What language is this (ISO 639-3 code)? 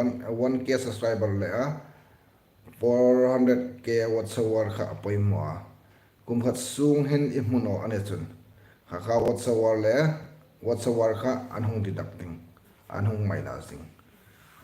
hmr